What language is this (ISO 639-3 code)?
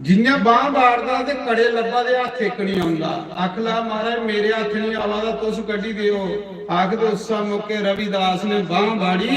doi